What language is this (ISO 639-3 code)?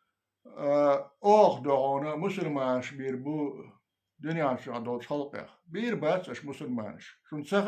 che